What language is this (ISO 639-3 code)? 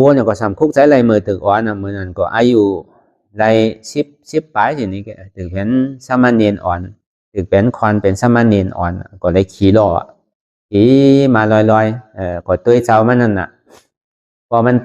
shn